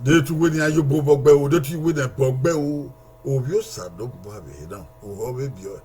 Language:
Bini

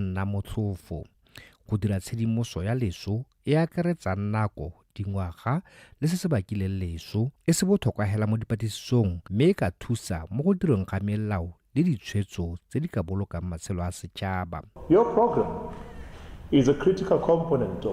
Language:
Tswana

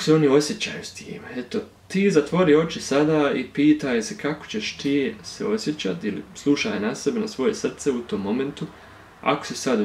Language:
Bosnian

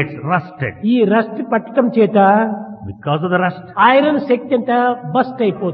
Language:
Telugu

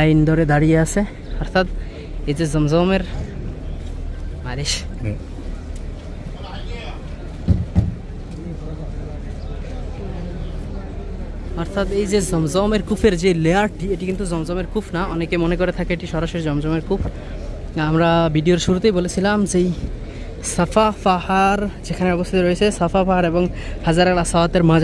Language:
Bangla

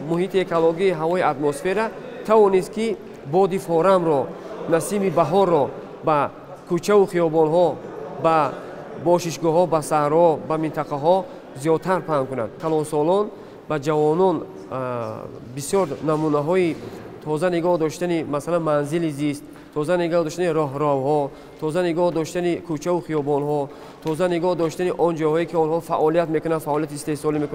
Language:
Tajik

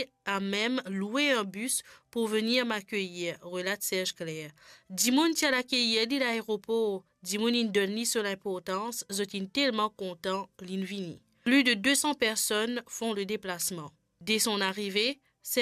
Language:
Morisyen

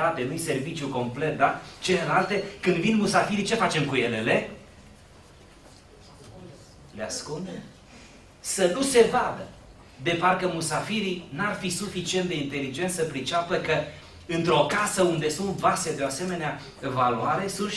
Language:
Romanian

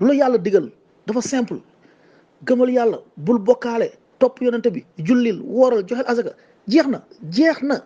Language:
Wolof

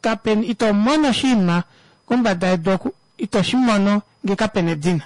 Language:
Kuanyama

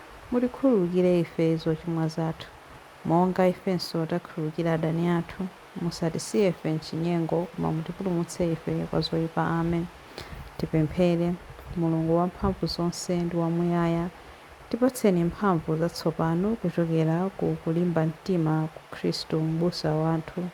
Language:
Nyanja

